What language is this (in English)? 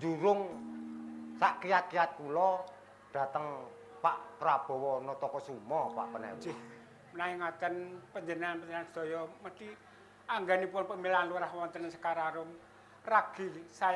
Javanese